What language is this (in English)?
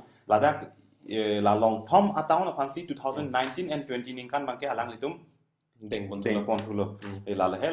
Karbi